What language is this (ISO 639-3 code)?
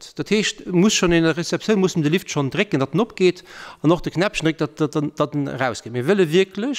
ltz